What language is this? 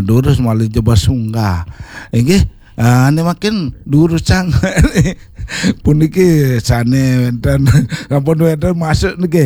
Balinese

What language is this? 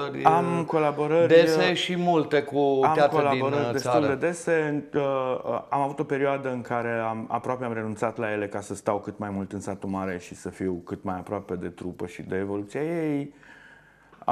Romanian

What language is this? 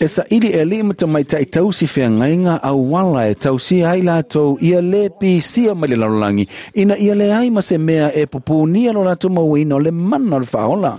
Samoan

